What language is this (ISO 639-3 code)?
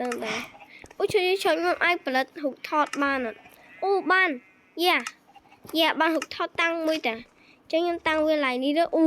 khm